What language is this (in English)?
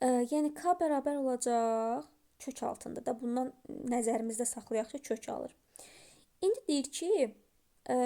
Azerbaijani